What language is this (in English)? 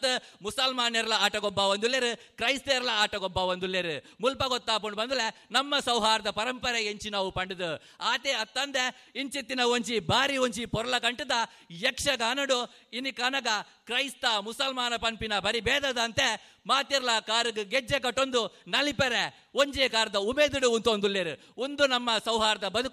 Tulu